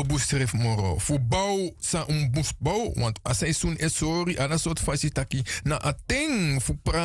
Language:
Sranan Tongo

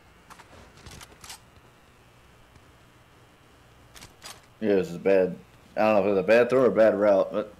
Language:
English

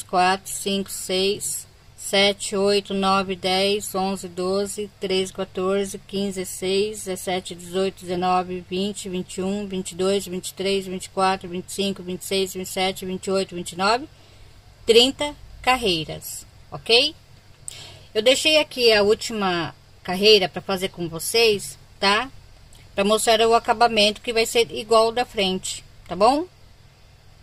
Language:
Portuguese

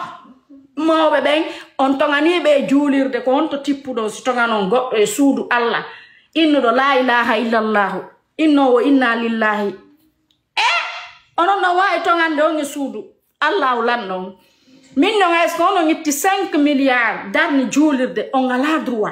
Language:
Fula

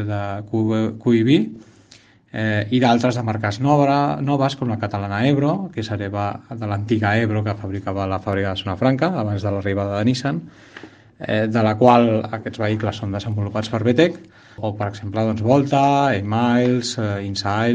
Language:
Catalan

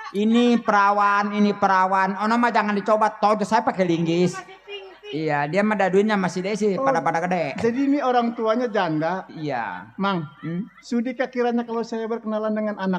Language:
Betawi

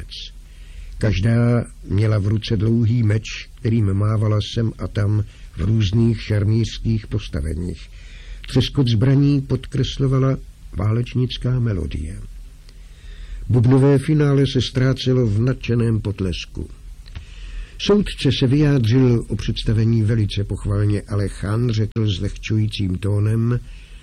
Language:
Czech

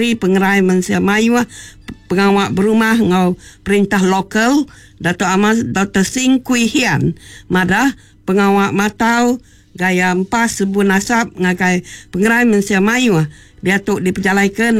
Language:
Iban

